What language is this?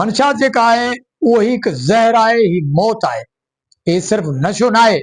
Sindhi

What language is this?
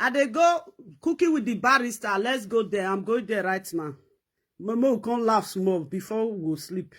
Nigerian Pidgin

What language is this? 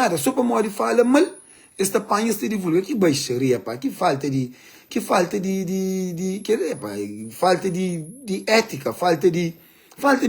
Kabuverdianu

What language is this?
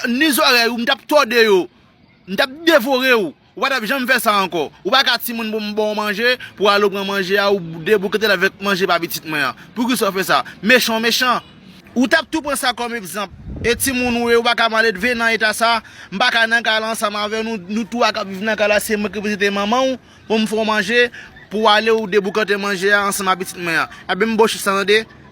Haitian Creole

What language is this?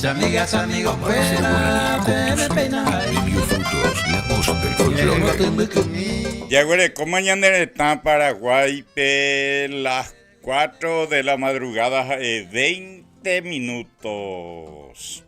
Guarani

